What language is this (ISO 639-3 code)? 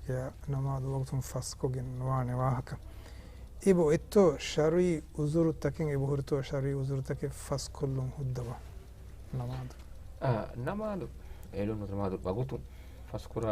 div